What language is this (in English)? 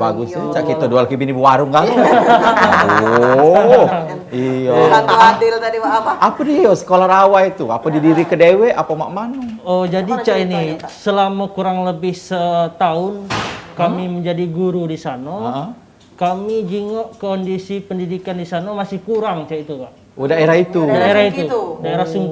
Musi